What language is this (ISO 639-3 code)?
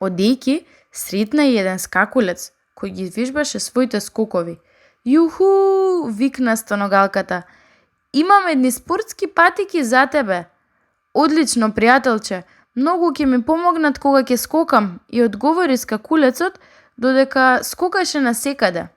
mkd